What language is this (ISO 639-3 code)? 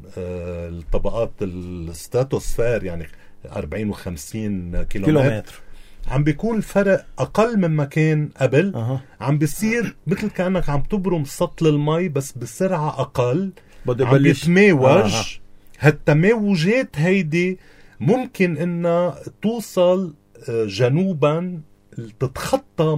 apc